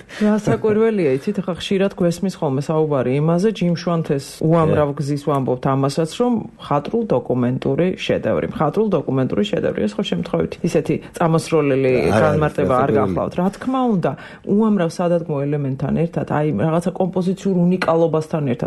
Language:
Georgian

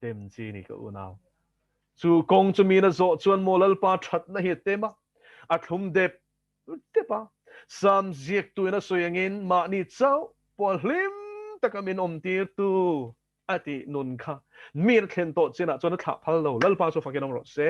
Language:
Mizo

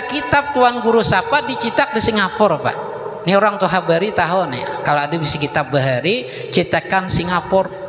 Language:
Banjar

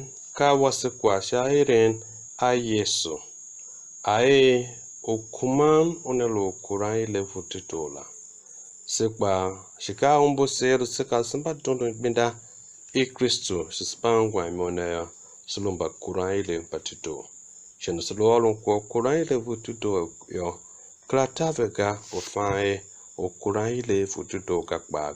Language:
Tiv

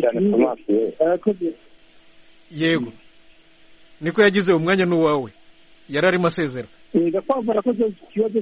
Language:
Kinyarwanda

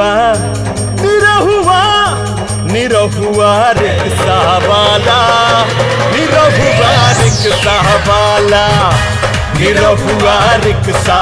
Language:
Bhojpuri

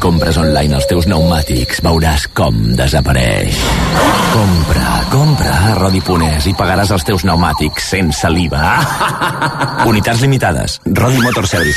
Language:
Catalan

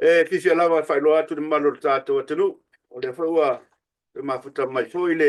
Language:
Samoan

